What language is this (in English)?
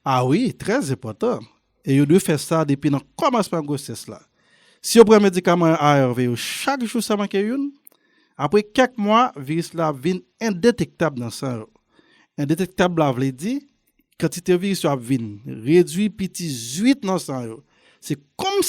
Haitian Creole